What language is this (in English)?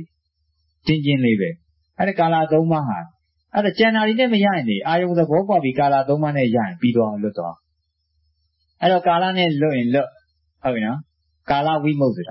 Burmese